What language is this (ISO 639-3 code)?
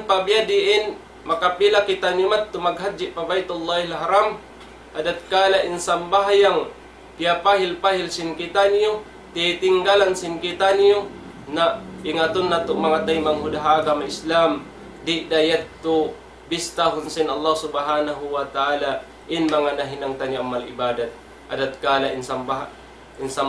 tsg